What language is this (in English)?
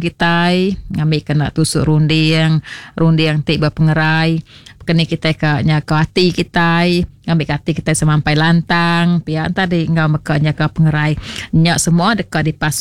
Iban